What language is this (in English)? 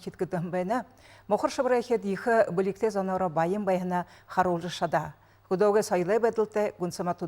Buriat